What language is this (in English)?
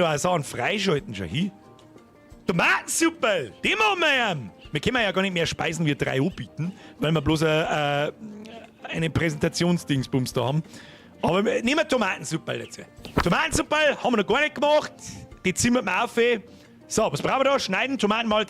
Bavarian